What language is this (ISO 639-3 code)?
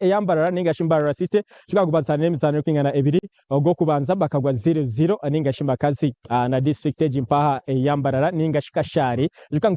nyn